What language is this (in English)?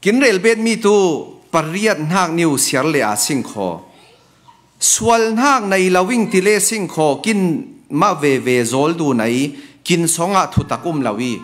Falam Chin